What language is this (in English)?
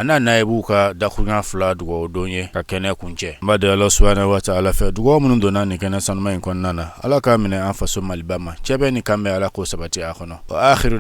Bambara